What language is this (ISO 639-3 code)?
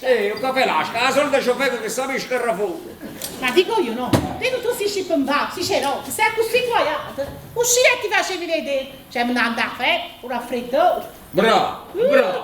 nap